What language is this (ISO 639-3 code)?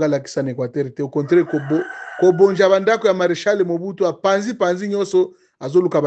lin